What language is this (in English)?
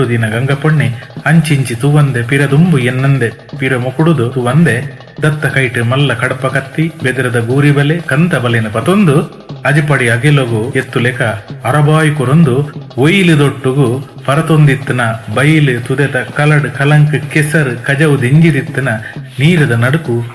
Tulu